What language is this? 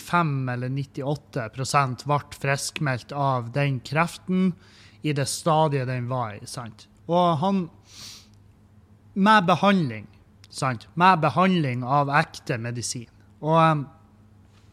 Norwegian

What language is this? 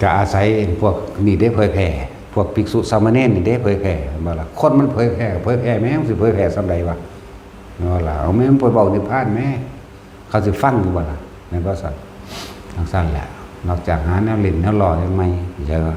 Northeastern Thai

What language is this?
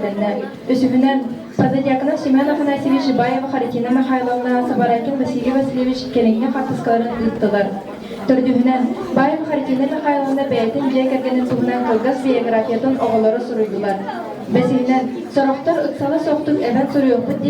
Yakut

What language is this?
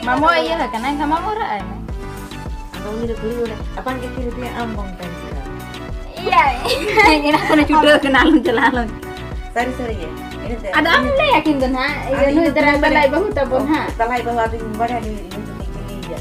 Santali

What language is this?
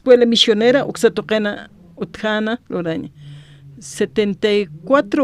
Aymara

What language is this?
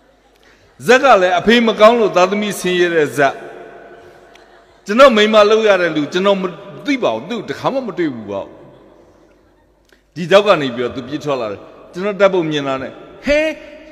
Burmese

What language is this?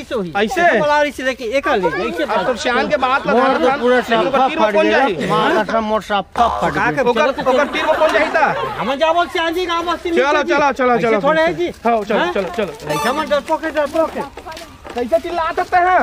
Chhattisgarhi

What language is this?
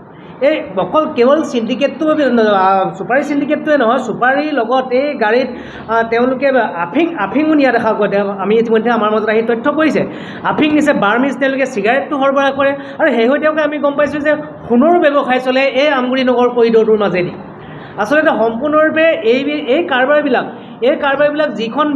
Assamese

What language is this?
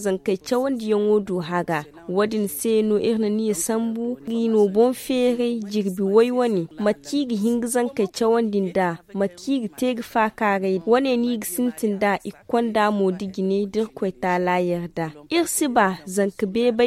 Zarma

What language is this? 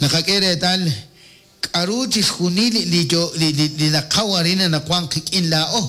Kekchí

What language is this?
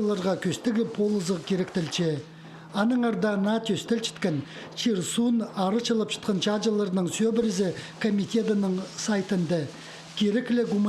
Khakas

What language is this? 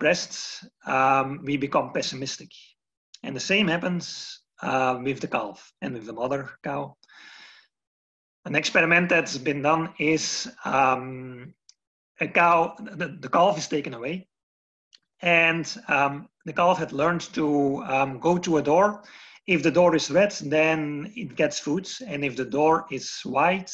English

